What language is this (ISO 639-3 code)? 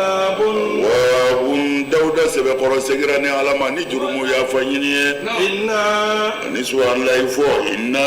bam